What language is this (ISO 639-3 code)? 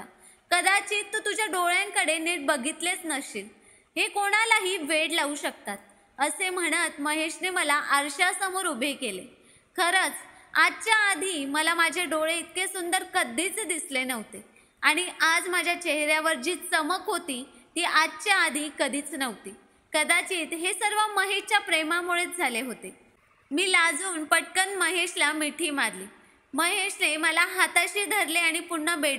mar